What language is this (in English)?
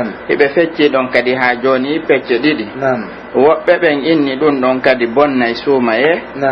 Pular